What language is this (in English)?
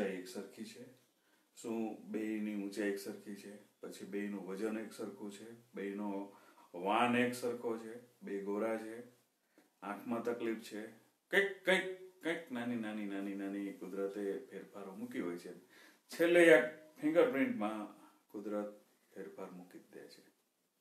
Gujarati